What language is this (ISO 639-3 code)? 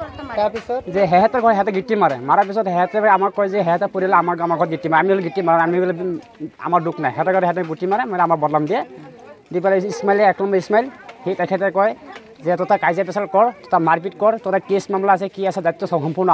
asm